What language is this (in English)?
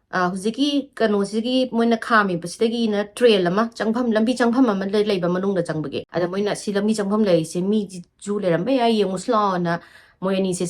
Manipuri